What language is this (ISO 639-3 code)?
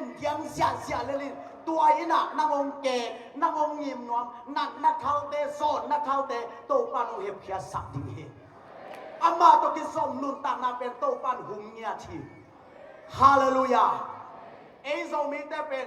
ctd